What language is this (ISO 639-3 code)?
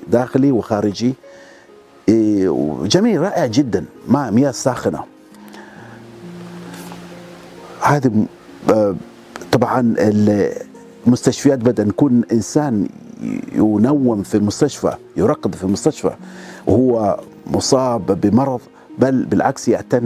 ara